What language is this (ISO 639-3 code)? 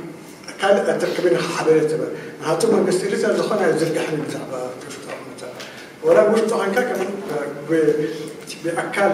tir